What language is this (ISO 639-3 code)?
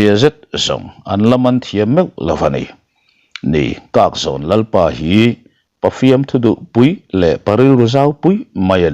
lus